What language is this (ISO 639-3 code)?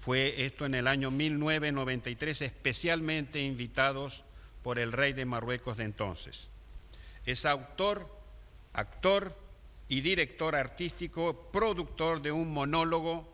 lad